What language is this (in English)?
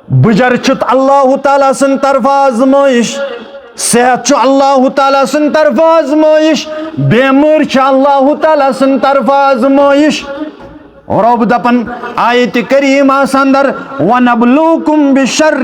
Kashmiri